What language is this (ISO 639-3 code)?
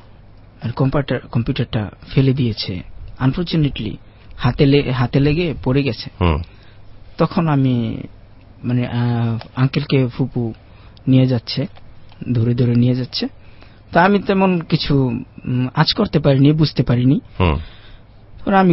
ben